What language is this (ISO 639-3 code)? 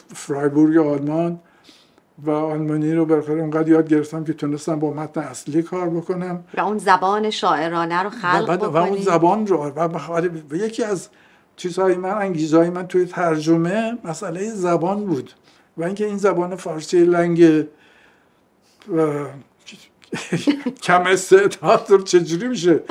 fas